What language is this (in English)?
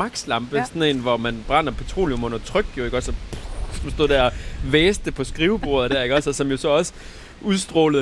Danish